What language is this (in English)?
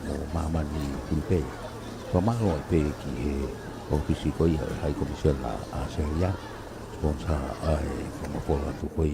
Tongan